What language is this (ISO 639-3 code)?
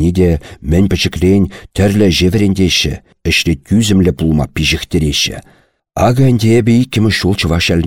chv